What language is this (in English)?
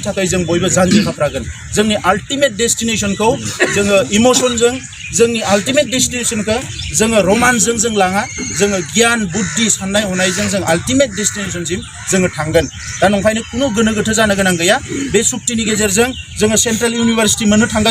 Bodo